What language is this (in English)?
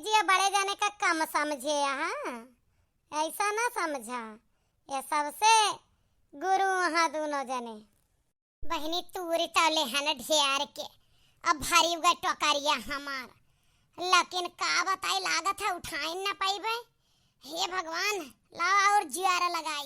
Awadhi